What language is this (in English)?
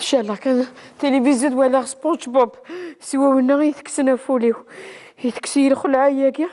Kabyle